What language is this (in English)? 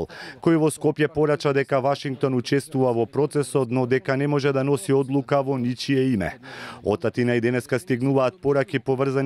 Macedonian